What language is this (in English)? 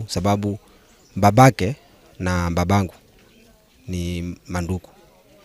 Gusii